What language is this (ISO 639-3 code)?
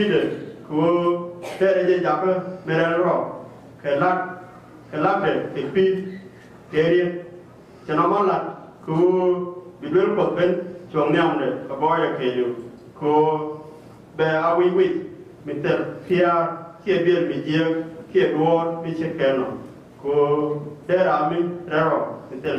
nus